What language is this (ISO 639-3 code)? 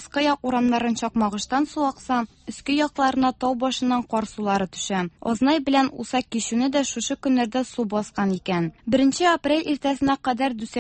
tat